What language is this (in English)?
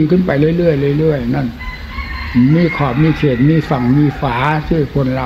Thai